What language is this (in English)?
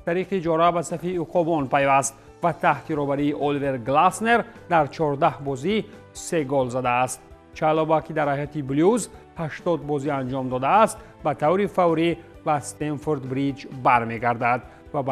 Tajik